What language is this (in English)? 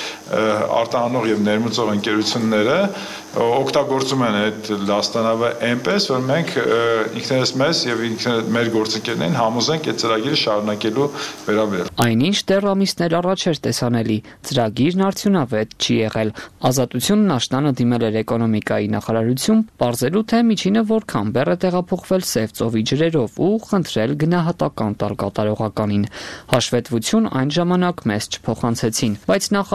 Armenian